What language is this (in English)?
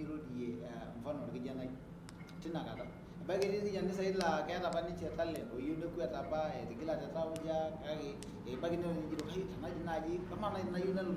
Masai